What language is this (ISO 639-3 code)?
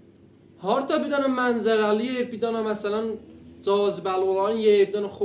azb